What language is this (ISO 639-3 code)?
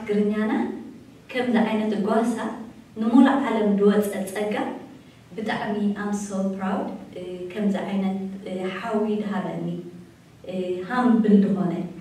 tir